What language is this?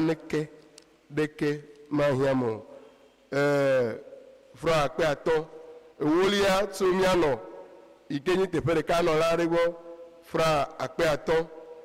Ewe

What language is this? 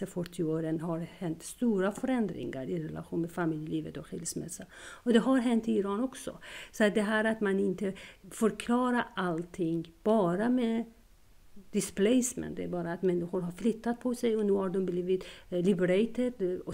Swedish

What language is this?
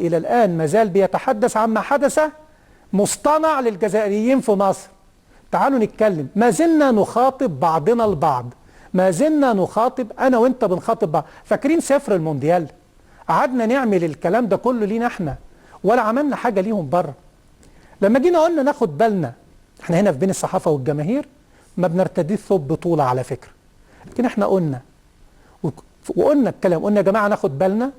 Egyptian Arabic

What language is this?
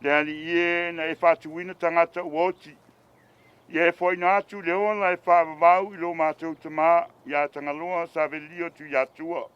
Samoan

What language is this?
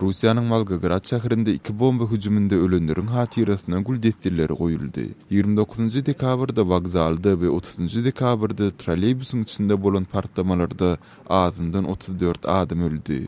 Turkmen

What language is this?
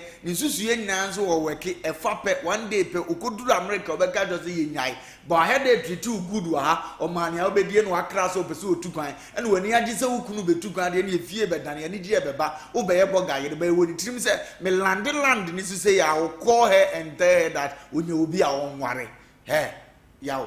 Akan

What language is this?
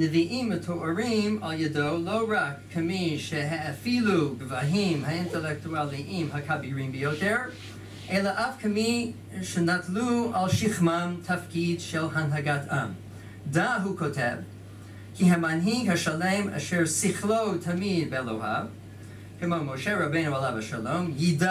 Hebrew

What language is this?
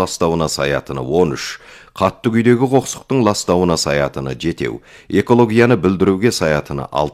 Kazakh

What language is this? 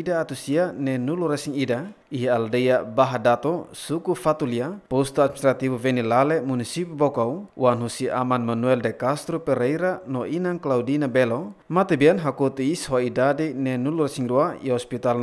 Tetum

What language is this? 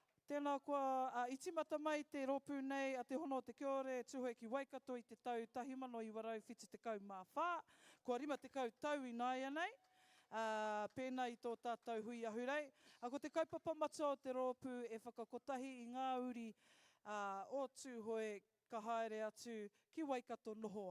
Māori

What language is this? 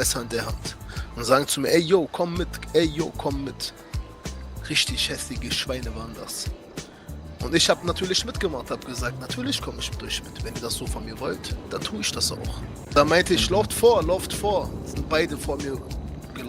Swiss German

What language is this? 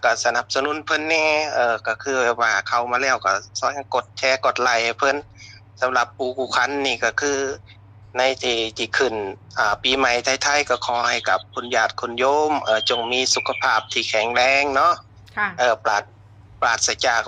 Northeastern Thai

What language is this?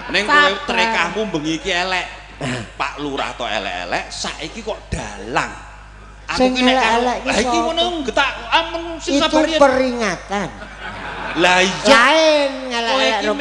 Javanese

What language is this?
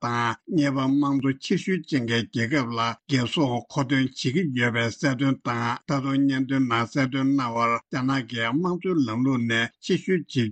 Tibetan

